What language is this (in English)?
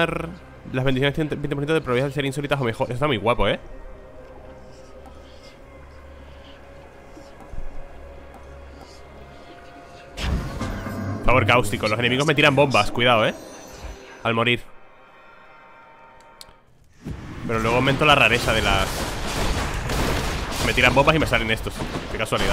Spanish